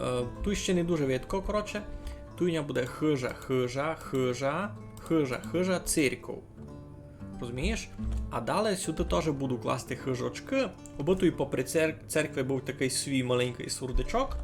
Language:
Rusyn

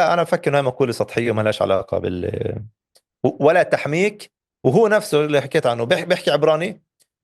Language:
North Levantine Arabic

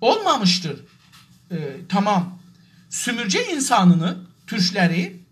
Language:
South Azerbaijani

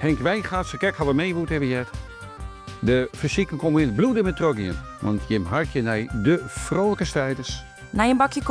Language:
Western Frisian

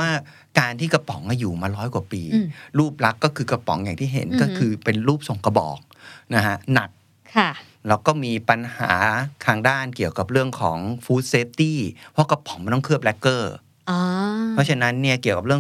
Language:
Thai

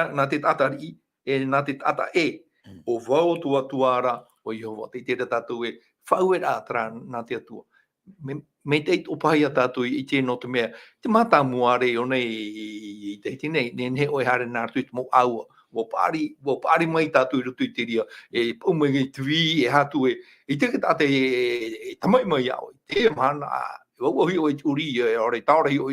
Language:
Tahitian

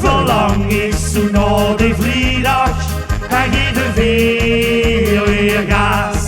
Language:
Limburgish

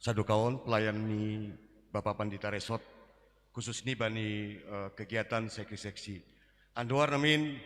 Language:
Batak Simalungun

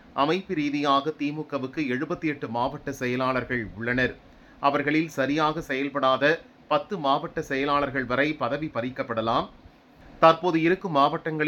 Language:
Tamil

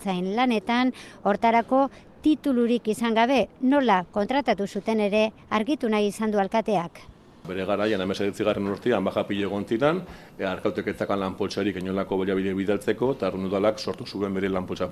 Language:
Basque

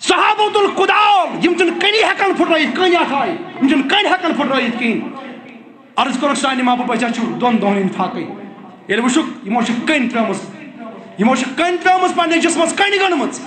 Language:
Kashmiri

